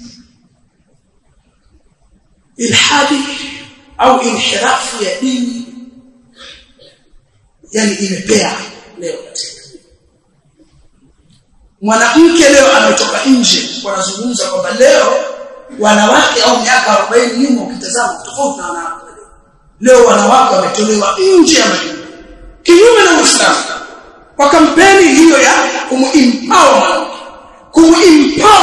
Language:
Swahili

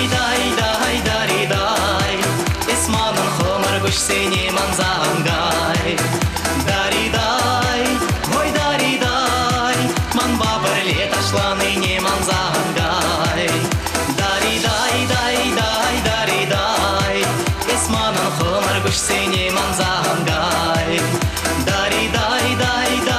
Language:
Chuvash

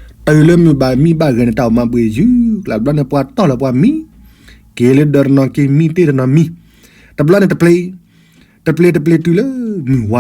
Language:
S'gaw Karen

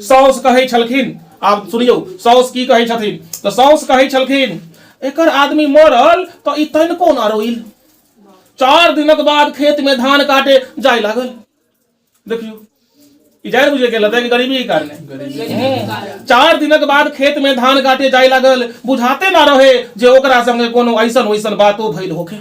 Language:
Maithili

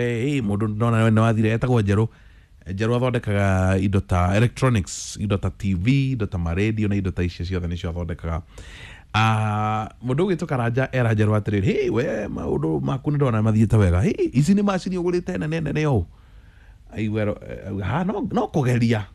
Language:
Kikuyu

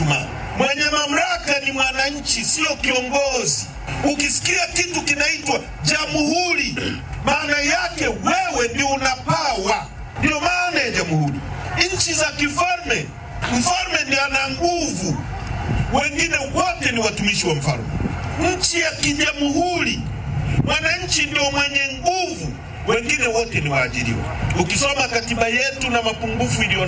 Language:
Swahili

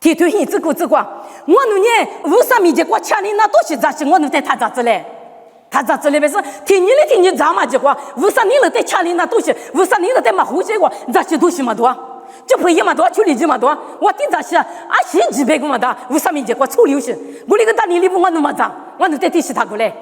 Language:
Lisu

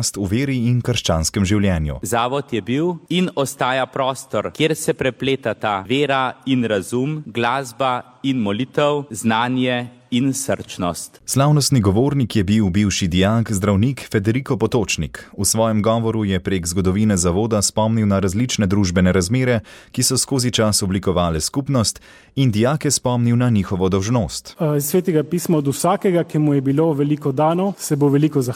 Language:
Slovenian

